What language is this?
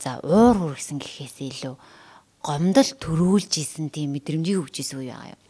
Mongolian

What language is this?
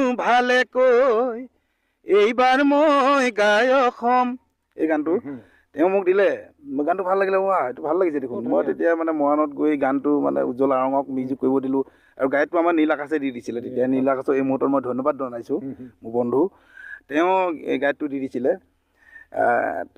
Assamese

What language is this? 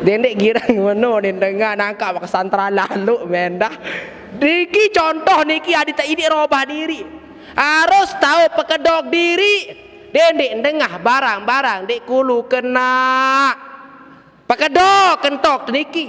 Sasak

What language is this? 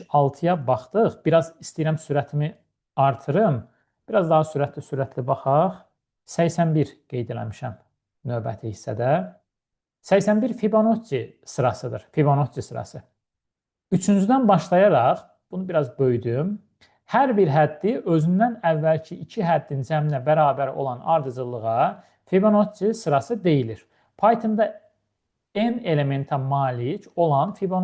Azerbaijani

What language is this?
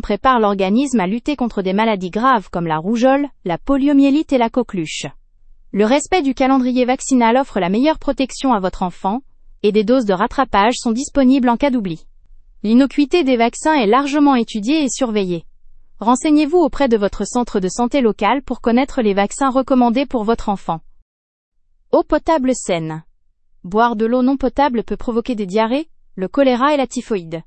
French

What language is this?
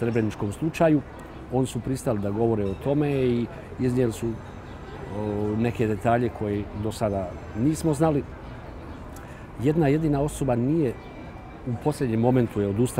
Bosnian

